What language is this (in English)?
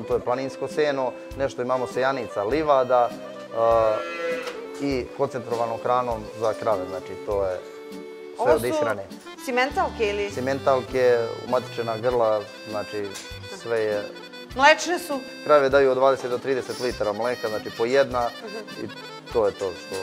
Serbian